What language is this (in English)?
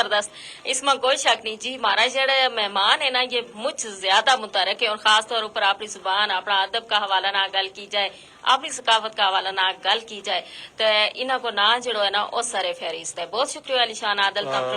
Gujari